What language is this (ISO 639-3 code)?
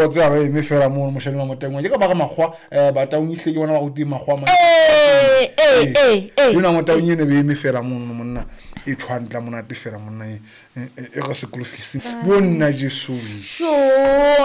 sot